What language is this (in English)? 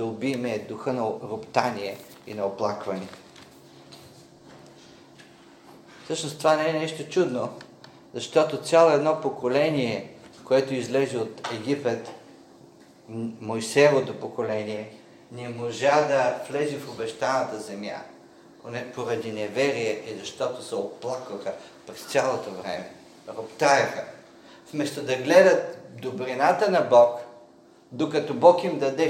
Bulgarian